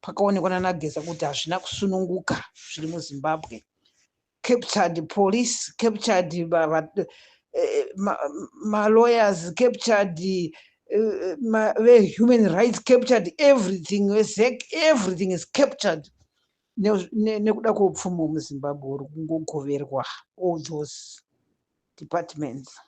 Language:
Shona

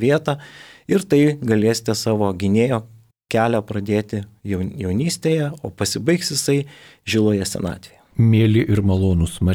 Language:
Lithuanian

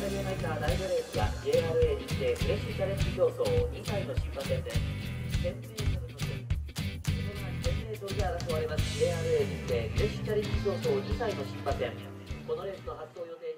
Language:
Japanese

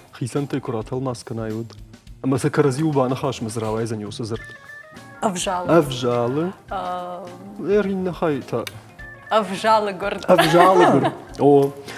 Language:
Ossetic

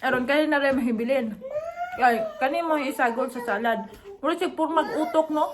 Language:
Cebuano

